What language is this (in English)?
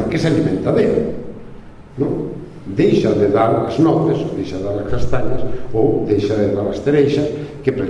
Galician